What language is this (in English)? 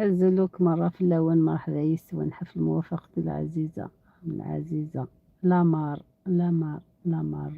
Algerian Arabic